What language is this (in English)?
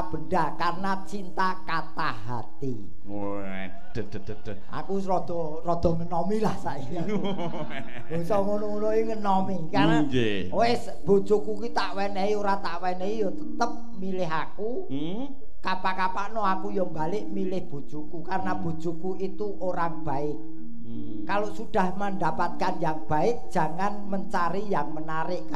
Javanese